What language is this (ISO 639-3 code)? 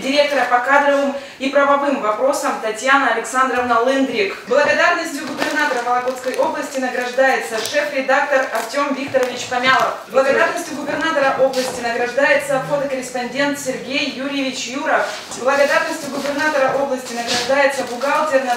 rus